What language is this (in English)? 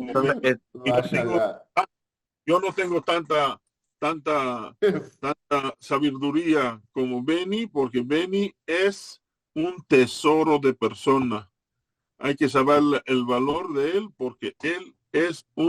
Ladino